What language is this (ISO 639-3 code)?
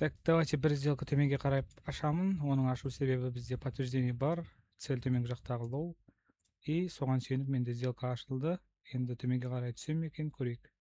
kaz